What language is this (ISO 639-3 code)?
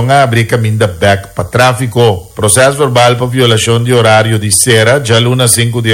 pap